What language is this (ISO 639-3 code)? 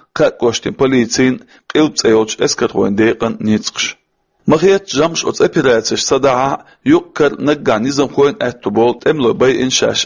che